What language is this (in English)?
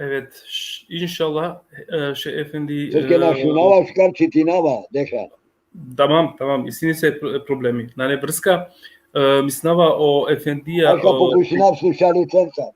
Balkan Romani